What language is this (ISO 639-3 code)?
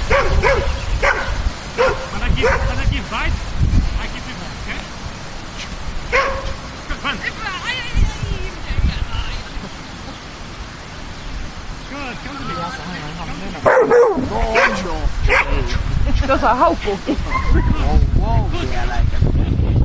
fin